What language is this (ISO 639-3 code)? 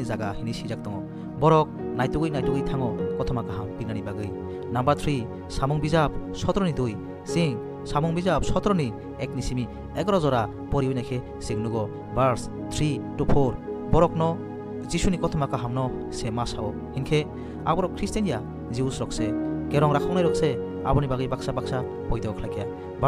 trp